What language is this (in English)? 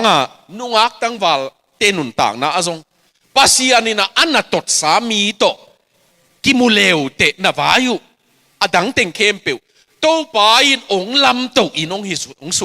Tedim Chin